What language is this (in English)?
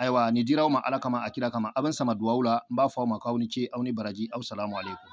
Bambara